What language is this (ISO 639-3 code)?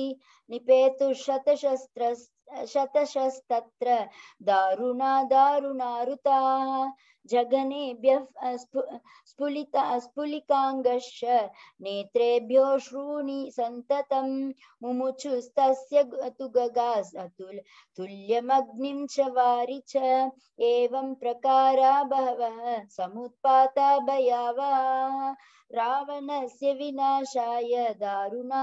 san